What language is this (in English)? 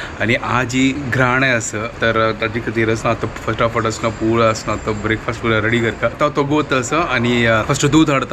Konkani